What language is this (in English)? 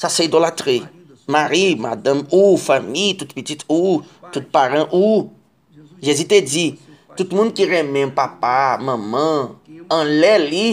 Haitian Creole